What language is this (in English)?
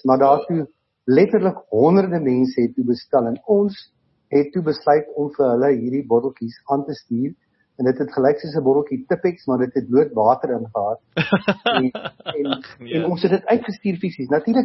Afrikaans